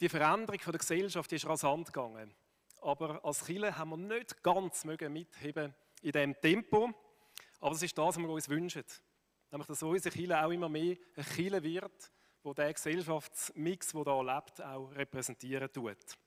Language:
Swiss German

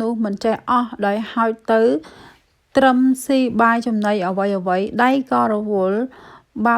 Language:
Khmer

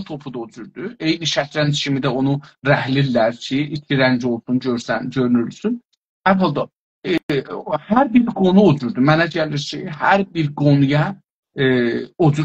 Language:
South Azerbaijani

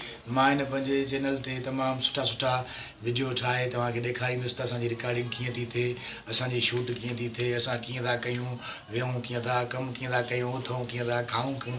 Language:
Sindhi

